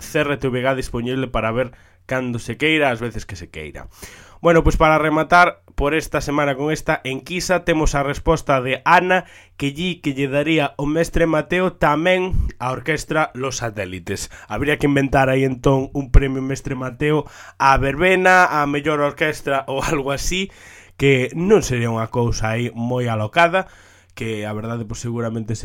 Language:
Galician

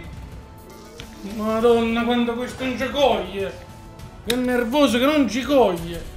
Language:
Italian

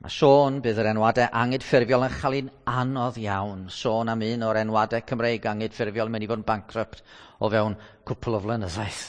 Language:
Welsh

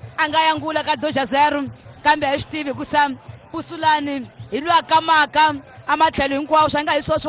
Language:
Tsonga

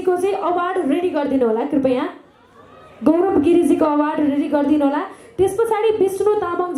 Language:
Nepali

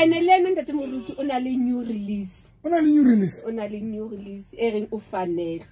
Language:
Southern Sotho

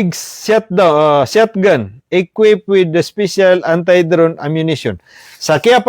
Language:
Maranao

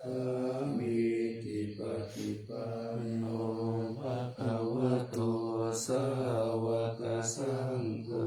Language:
Pali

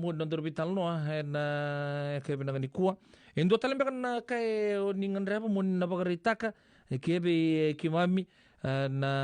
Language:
Fijian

